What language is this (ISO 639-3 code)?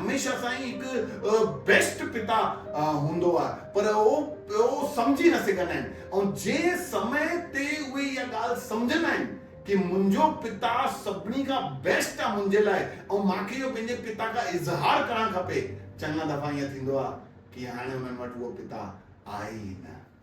snd